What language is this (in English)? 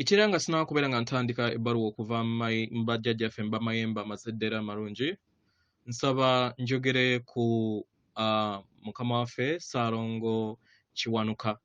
Ganda